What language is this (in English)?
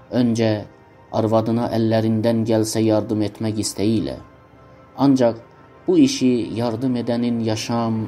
South Azerbaijani